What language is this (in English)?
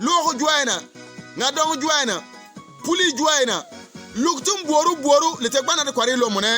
Bimoba